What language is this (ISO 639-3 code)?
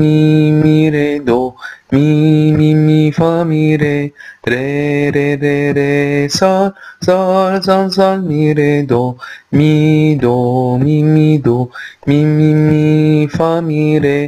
lat